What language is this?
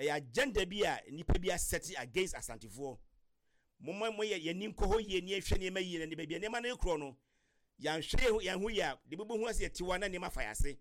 Akan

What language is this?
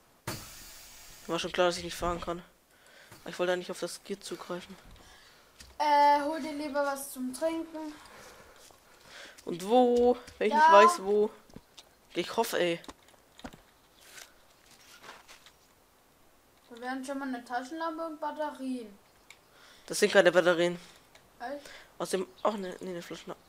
German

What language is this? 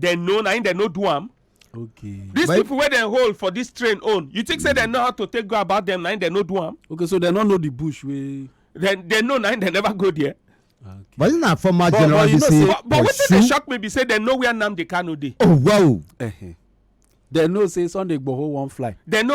Nigerian Pidgin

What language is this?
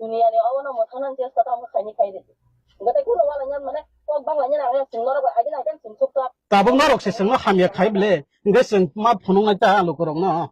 Kok Borok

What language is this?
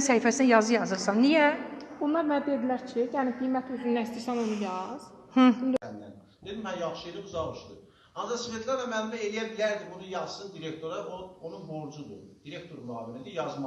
Azerbaijani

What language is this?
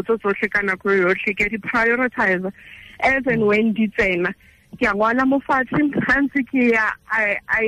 Tswana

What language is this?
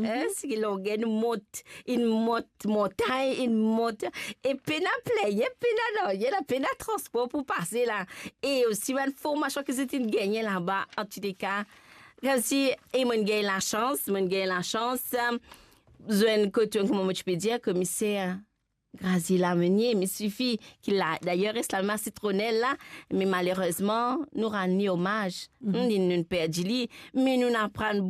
Morisyen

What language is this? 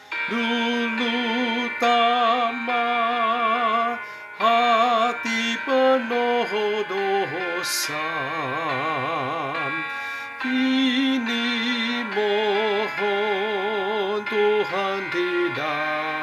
Malay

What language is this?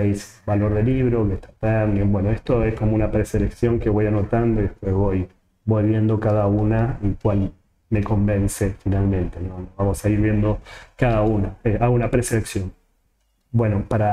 Spanish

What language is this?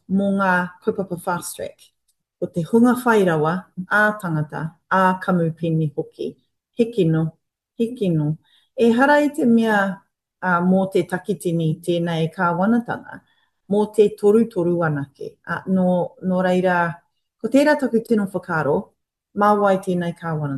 Māori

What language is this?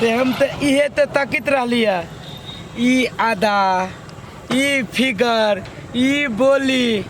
Maithili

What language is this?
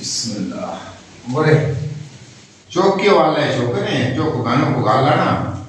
Baluchi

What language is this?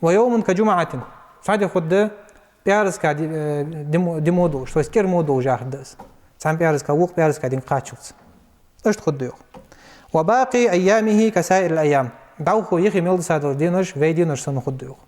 Ingush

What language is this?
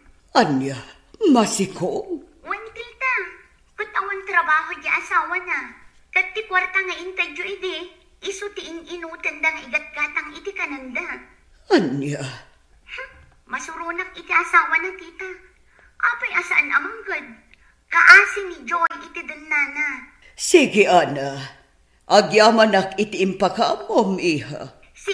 Iloko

